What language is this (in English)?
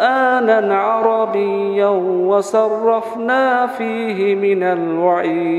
Arabic